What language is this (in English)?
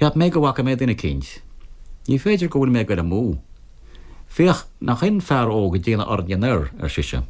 Irish